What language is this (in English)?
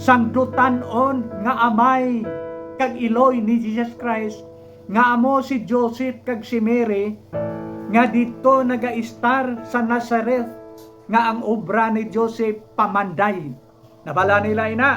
Hiligaynon